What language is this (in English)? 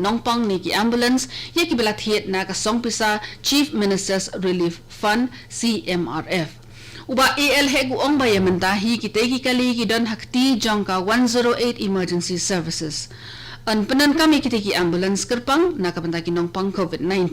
Khasi